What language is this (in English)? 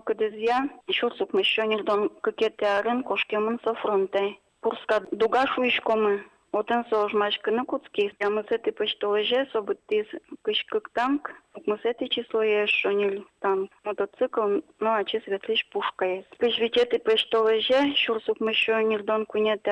Udmurt